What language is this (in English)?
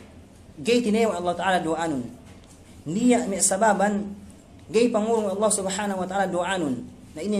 Yakan